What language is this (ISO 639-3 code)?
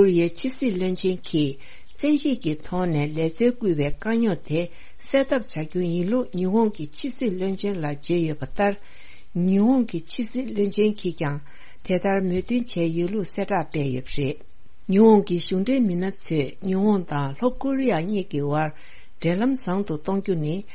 bod